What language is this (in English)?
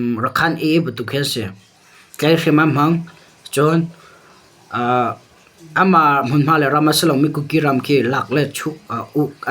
Hakha Chin